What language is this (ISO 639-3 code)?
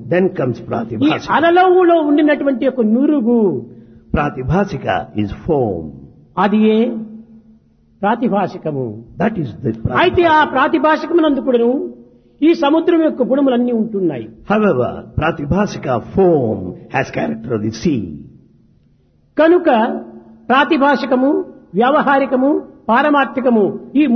tel